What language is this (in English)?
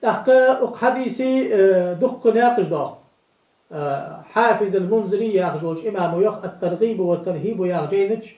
Ingush